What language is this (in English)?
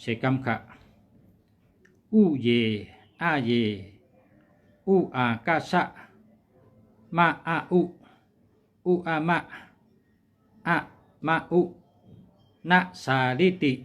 Shan